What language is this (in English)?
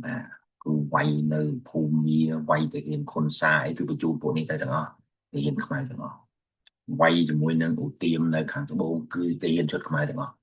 Khmer